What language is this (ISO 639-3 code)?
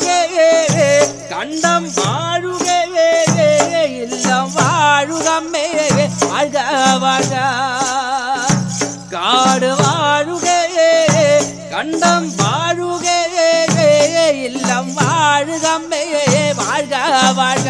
mal